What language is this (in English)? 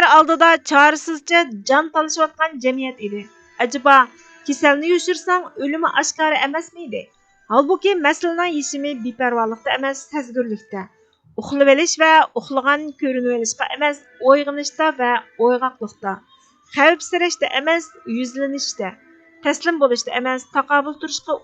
Uyghur